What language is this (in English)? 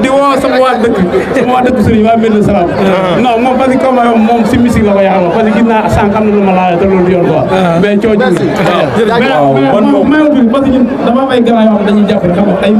Wolof